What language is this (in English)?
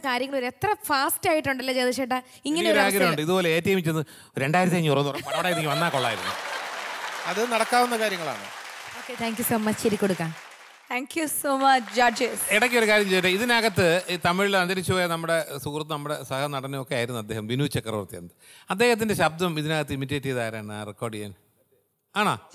Malayalam